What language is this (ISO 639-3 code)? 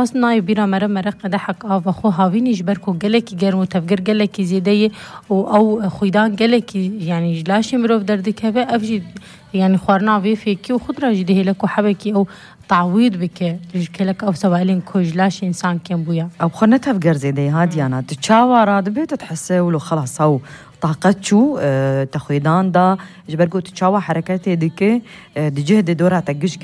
kur